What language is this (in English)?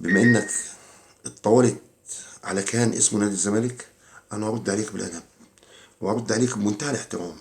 Egyptian Arabic